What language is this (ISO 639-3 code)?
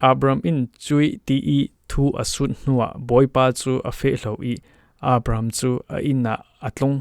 cfm